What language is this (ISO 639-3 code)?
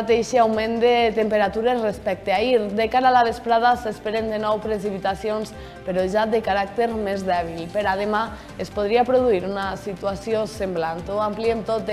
cat